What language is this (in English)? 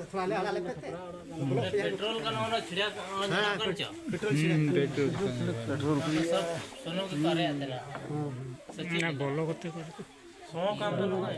Santali